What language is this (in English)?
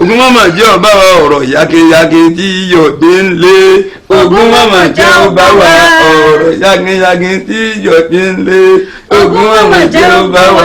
Yoruba